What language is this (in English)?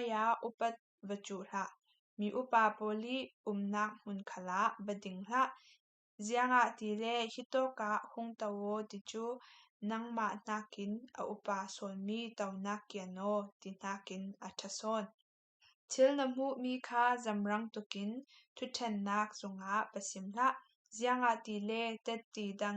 Falam Chin